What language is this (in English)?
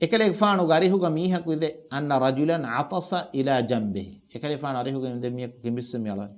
Divehi